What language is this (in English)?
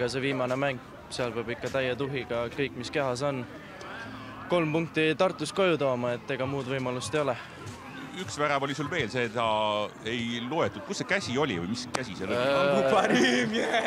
Estonian